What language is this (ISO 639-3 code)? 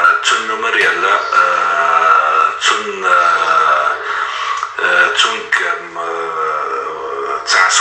che